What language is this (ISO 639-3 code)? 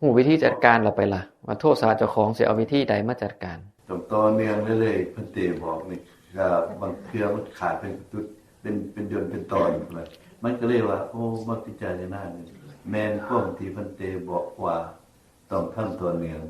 tts